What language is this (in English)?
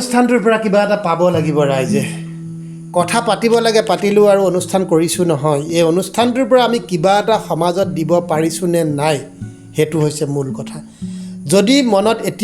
Assamese